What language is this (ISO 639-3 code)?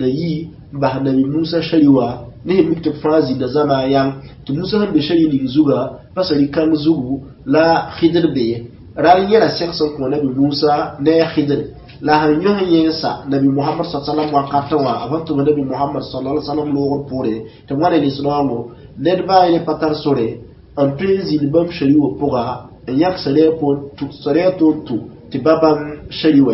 mos